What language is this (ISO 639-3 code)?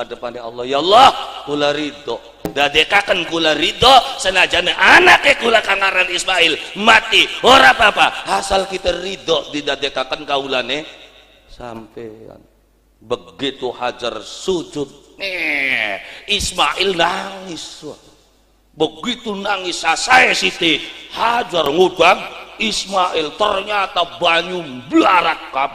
jav